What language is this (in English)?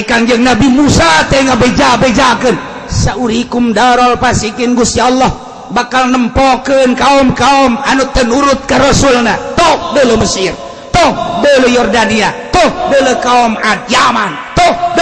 Sundanese